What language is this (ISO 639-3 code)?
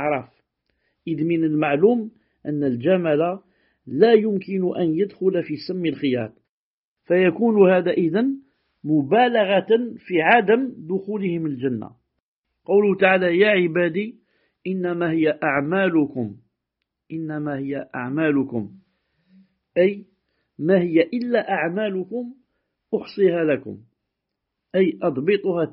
ara